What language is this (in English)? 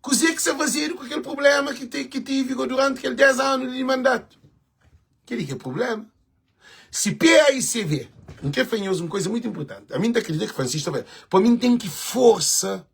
Kabuverdianu